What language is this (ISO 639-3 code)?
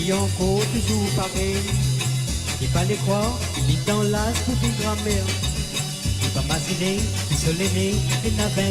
mfe